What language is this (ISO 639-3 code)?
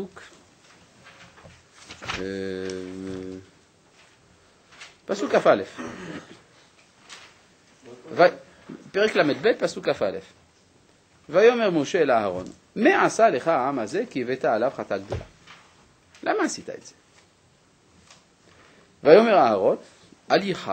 heb